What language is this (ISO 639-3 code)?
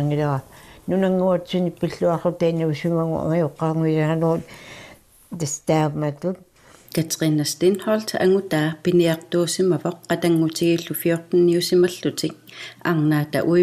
kal